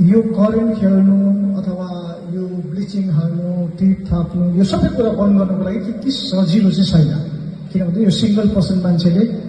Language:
Nepali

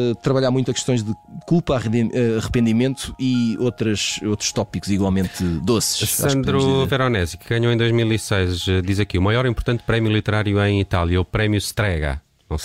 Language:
Portuguese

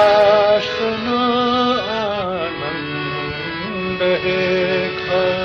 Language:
Newari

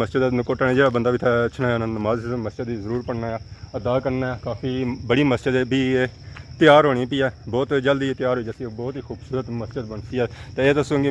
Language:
Pahari-Potwari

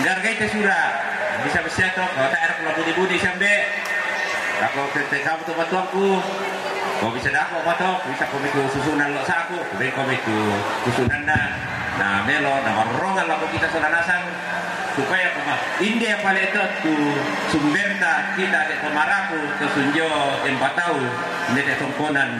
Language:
Toraja-Sa'dan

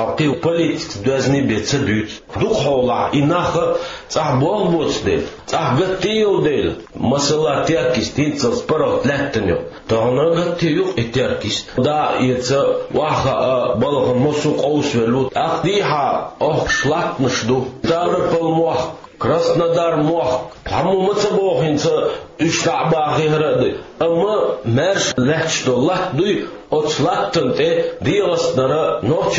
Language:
Chechen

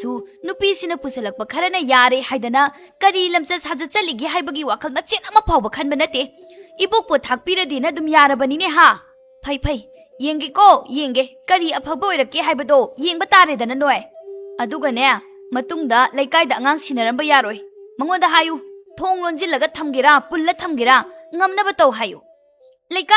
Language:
Manipuri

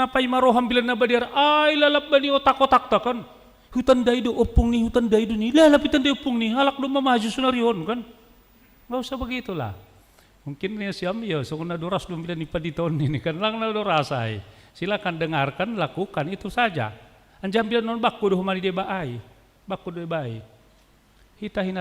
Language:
Batak Simalungun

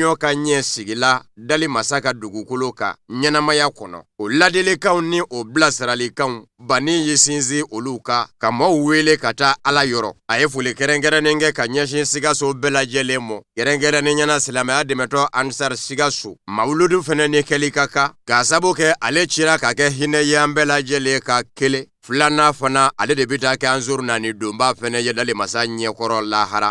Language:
Bambara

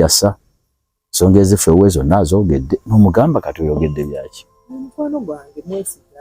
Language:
Ganda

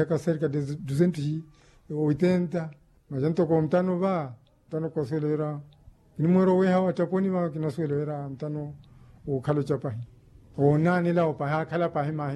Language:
Makhuwa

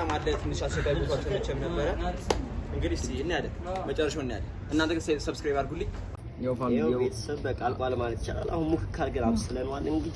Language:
Amharic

